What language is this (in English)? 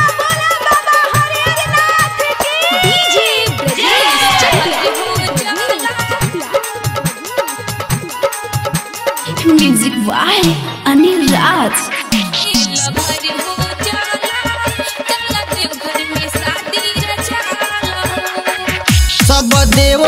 Bhojpuri